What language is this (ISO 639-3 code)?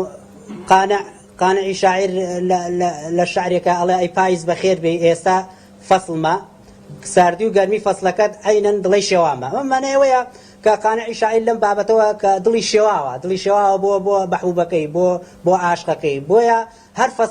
ckb